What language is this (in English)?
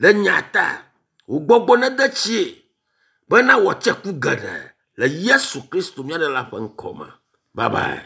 Ewe